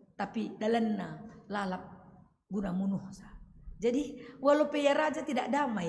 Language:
Batak Karo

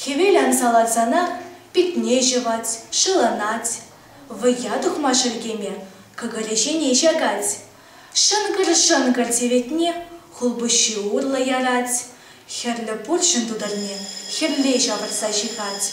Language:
Chuvash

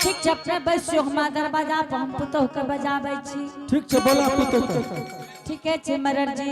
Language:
Angika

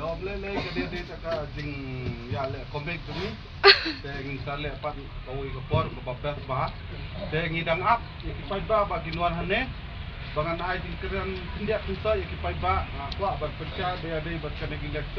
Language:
Khasi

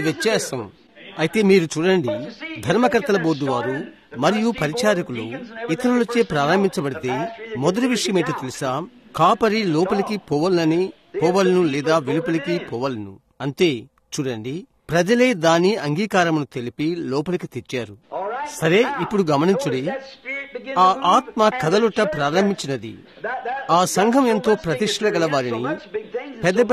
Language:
Telugu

